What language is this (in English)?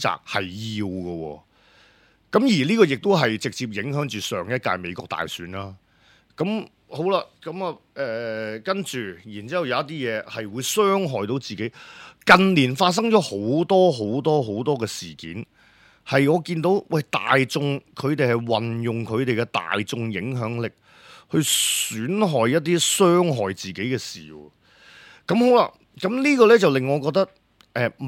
Cantonese